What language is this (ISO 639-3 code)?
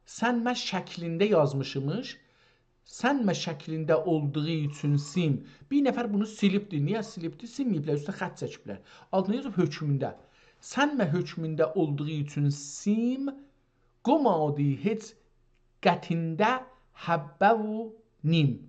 azb